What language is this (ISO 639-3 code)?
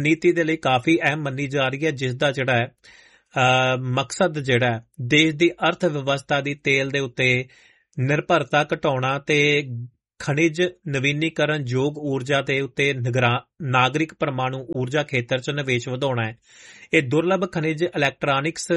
pan